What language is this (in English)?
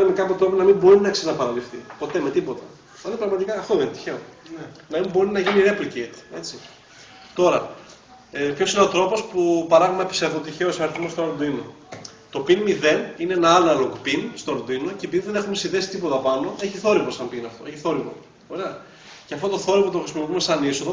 Greek